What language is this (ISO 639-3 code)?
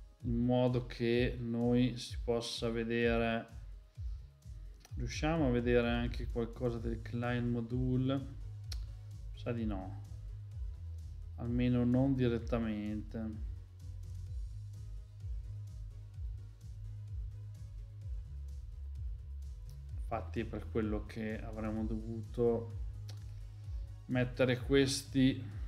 ita